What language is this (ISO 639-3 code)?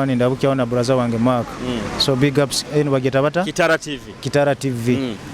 nyo